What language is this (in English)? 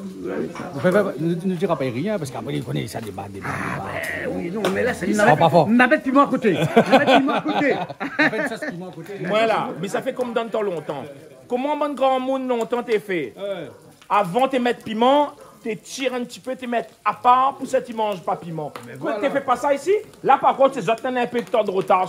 Réunion Creole French